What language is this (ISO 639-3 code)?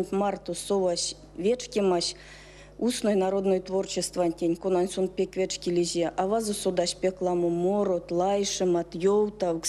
myv